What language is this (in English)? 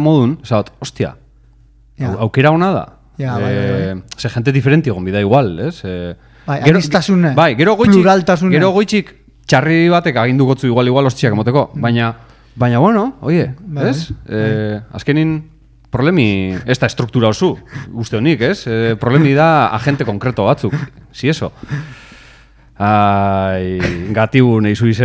Basque